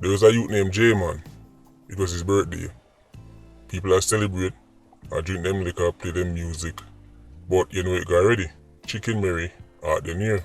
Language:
Jamaican Creole English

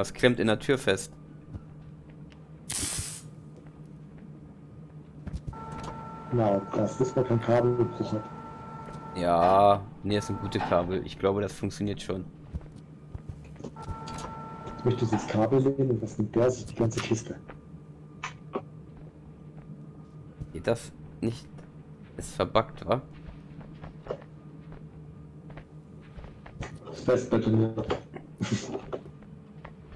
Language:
German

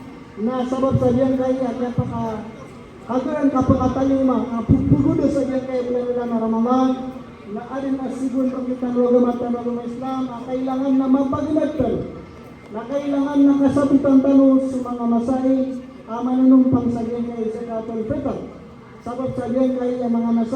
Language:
Maranao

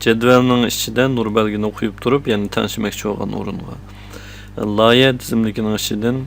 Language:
Uyghur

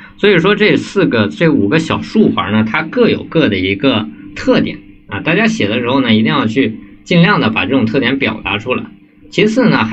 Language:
Chinese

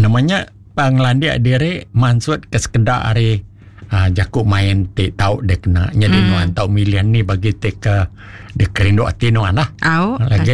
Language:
Iban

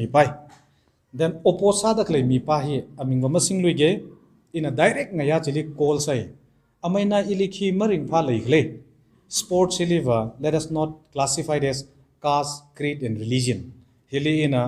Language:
Tangkhul Naga (India)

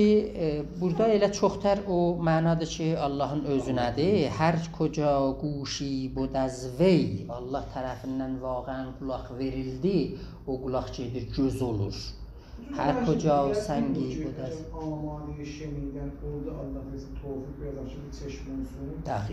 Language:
South Azerbaijani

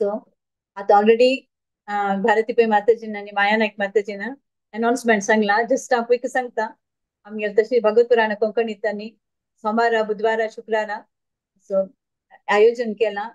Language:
Konkani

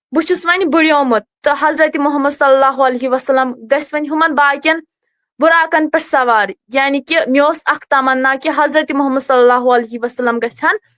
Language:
Kashmiri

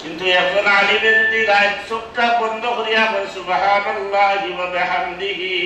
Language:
Sylheti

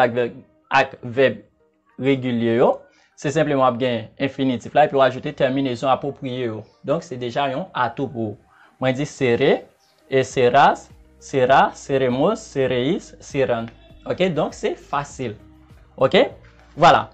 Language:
Haitian Creole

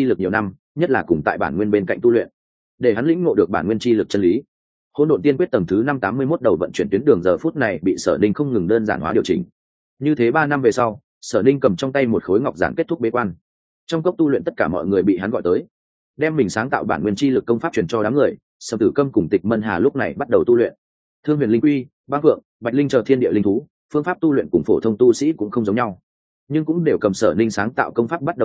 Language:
Vietnamese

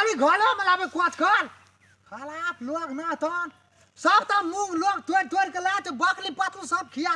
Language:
Maithili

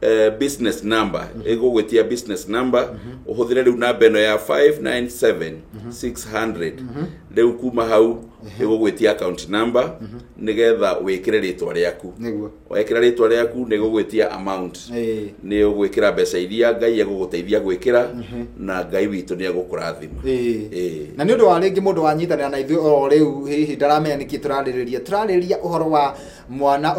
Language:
Kikuyu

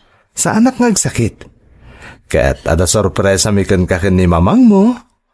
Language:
Iloko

